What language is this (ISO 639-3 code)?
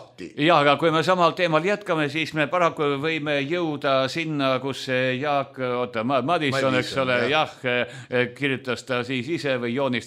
est